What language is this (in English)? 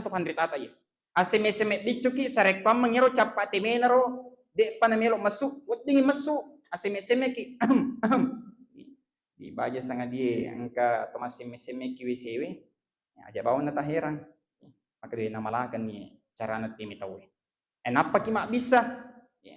Buginese